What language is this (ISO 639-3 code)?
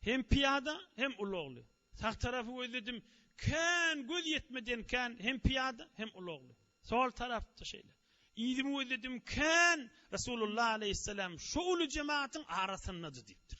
tuk